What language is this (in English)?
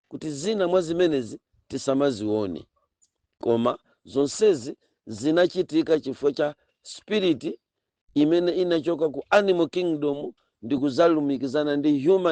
Nyanja